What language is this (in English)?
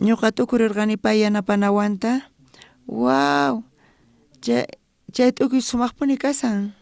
South Bolivian Quechua